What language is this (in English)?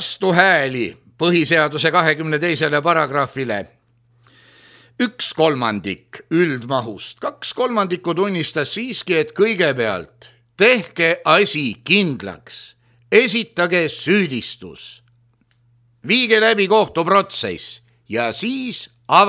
Estonian